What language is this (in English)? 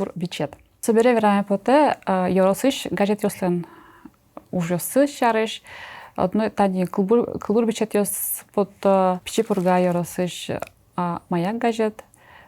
Udmurt